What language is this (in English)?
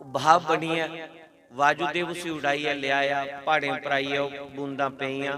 Dogri